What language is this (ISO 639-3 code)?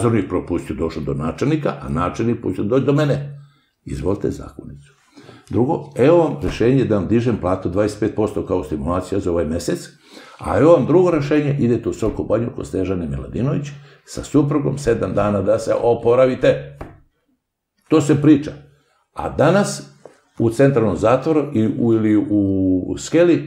srp